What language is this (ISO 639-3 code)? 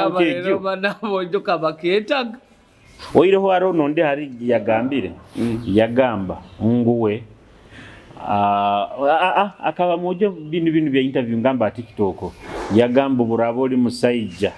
nyo